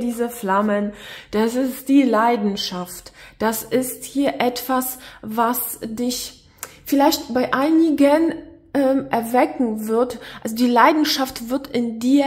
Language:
German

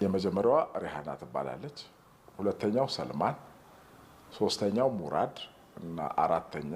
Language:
Amharic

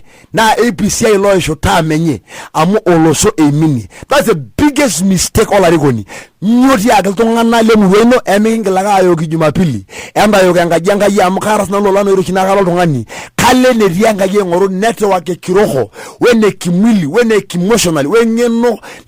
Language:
Masai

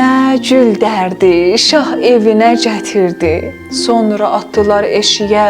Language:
South Azerbaijani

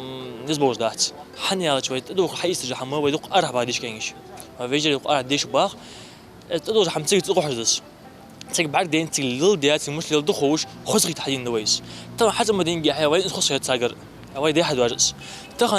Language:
Ingush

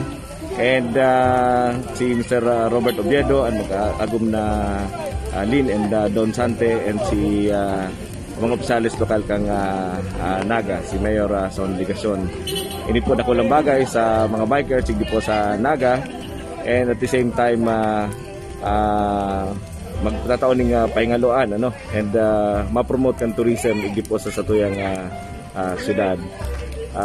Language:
Bikol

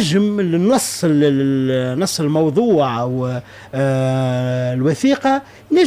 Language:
Tunisian Arabic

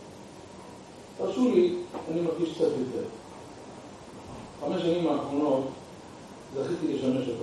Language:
Hebrew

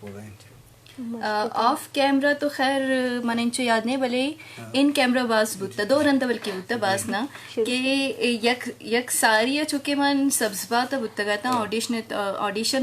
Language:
Eastern Balochi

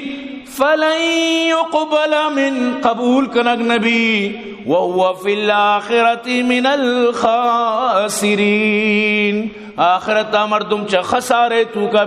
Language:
Eastern Balochi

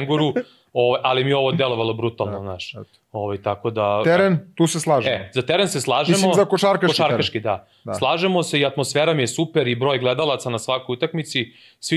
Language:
Serbian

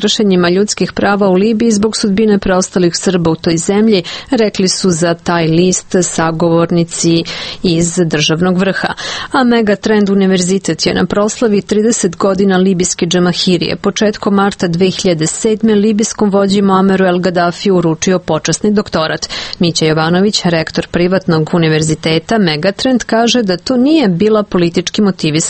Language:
Serbian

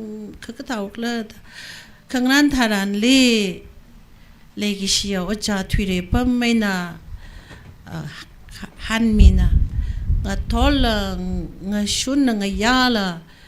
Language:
Tangkhul Naga (India)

